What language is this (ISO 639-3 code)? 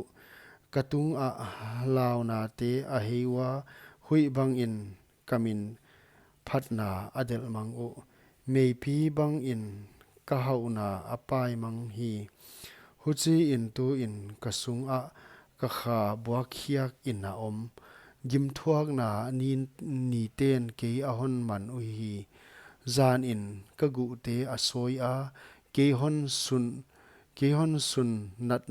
pck